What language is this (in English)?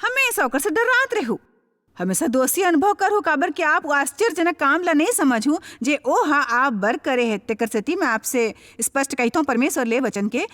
Chhattisgarhi